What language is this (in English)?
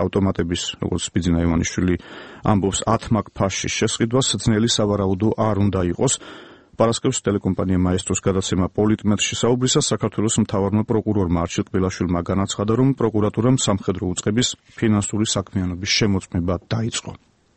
Georgian